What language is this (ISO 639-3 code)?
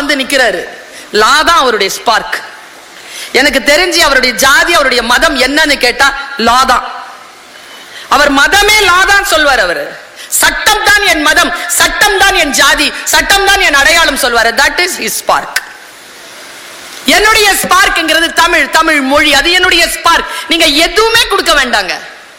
tam